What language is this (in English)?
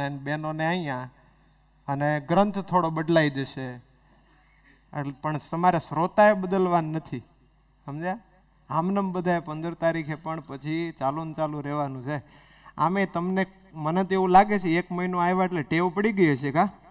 Gujarati